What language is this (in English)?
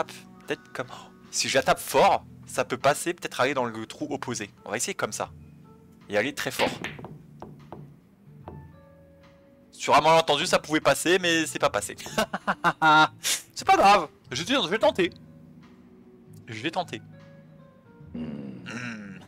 French